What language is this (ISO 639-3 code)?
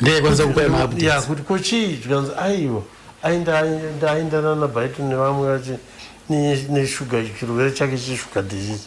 sna